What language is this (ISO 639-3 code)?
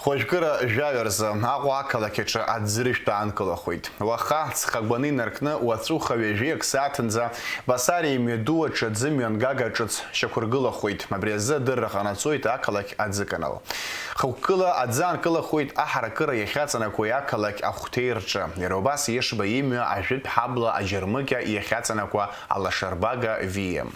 abk